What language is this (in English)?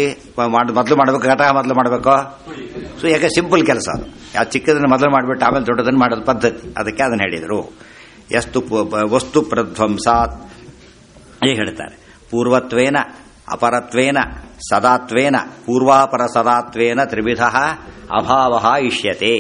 Kannada